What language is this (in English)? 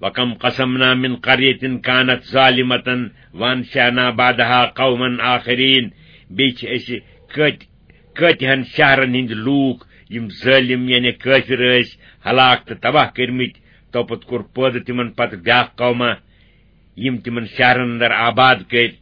Kashmiri